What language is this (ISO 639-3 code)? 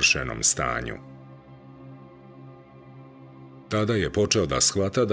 srp